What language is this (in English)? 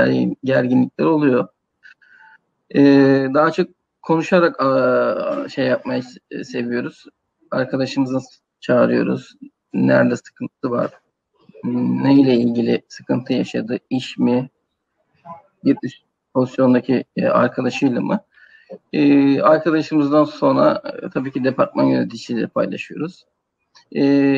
Turkish